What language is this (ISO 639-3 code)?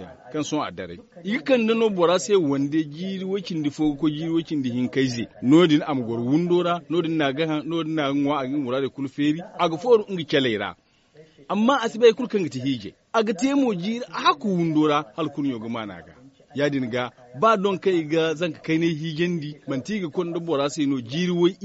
dje